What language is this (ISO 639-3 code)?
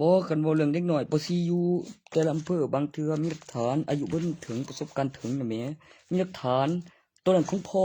tts